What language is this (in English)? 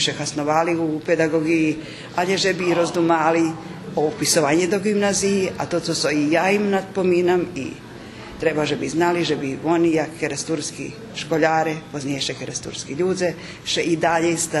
Rusyn